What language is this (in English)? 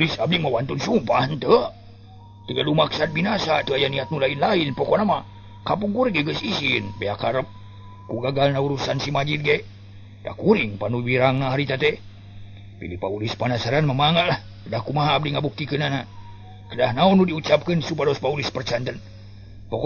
Sundanese